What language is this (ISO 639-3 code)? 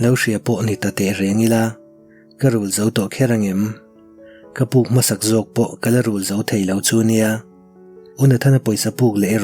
lus